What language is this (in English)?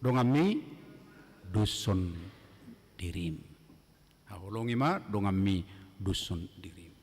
Batak Toba